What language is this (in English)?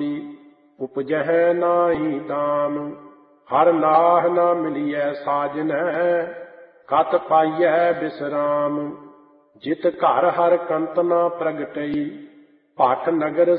Punjabi